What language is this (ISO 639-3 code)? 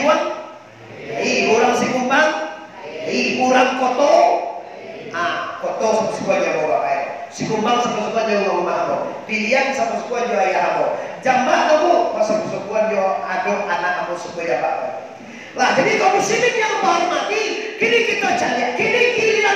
min